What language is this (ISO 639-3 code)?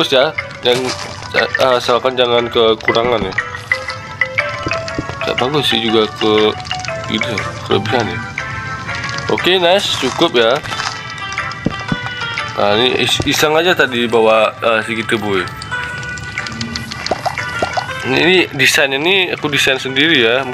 ind